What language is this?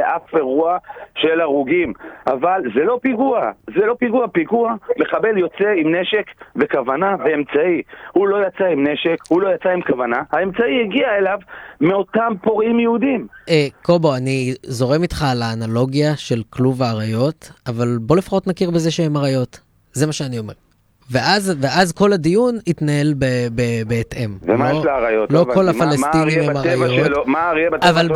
Hebrew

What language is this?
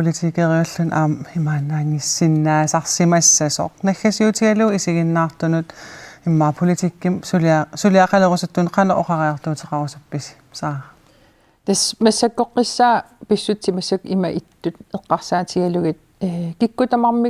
Kalaallisut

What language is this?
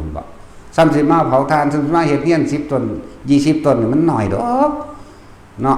Northeastern Thai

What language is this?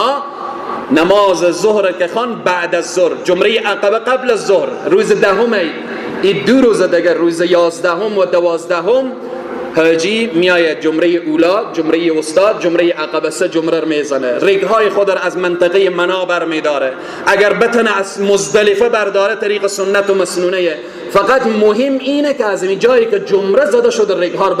Persian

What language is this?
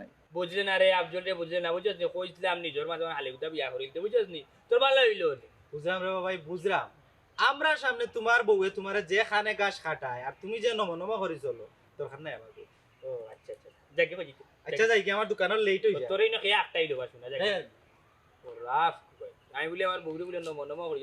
Sylheti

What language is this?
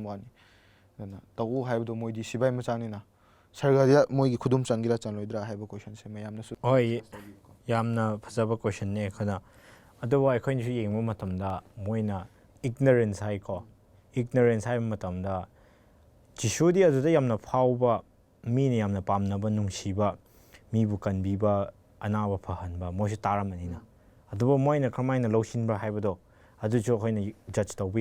Manipuri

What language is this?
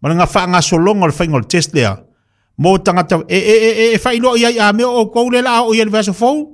Samoan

